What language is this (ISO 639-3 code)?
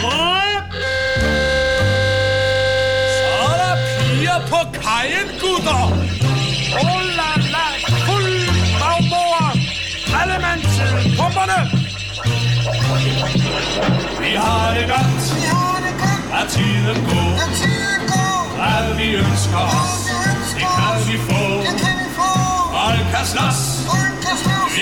dan